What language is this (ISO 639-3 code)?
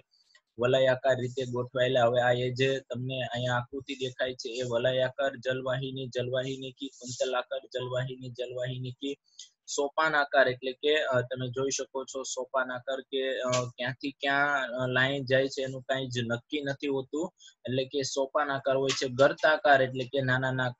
guj